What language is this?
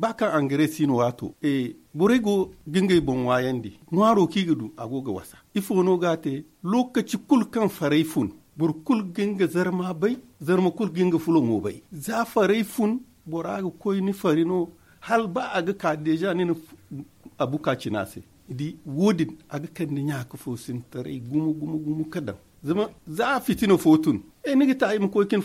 Zarma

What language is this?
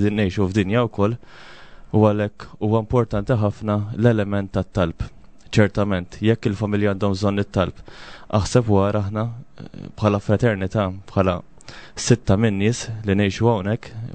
Maltese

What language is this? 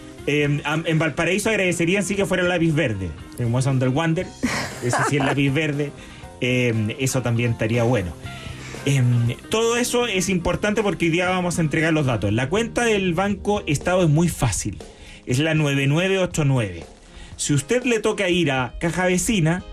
Spanish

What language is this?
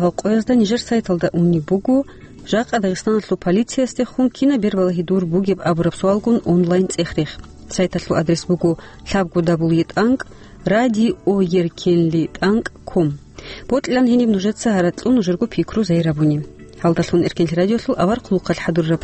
Avaric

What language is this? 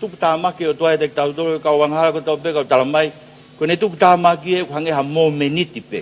Tongan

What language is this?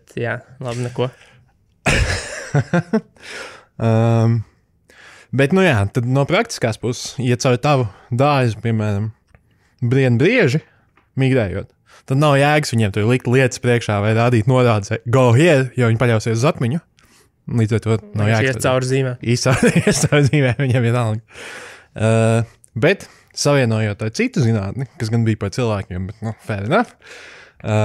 Latvian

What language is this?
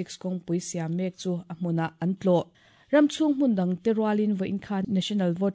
Mizo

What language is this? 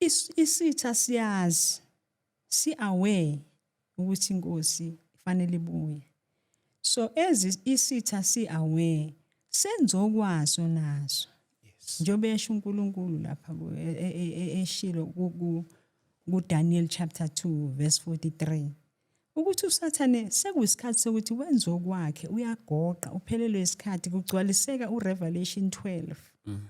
Zulu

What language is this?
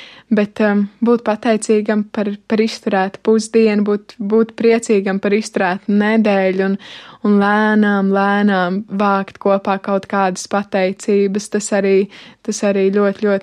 Latvian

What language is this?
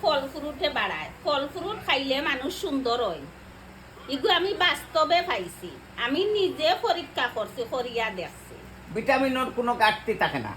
Sylheti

